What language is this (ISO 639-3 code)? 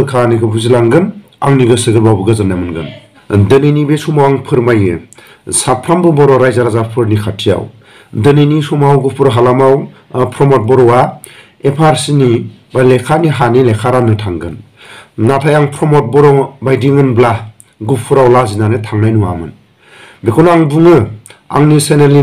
brx